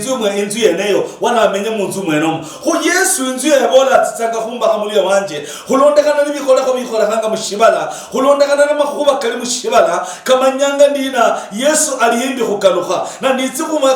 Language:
Luyia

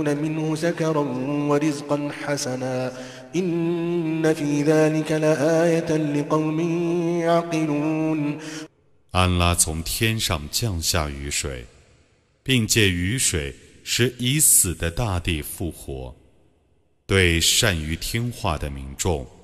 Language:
Chinese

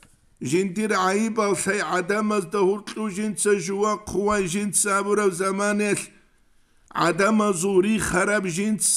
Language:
Avaric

